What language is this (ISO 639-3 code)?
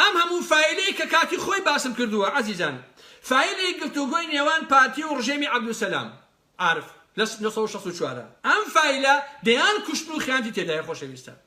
ckb